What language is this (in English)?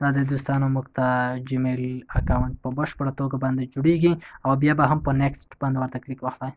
Pashto